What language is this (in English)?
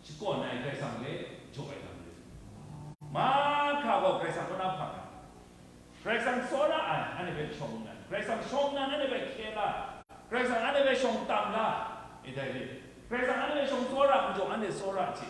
Kachin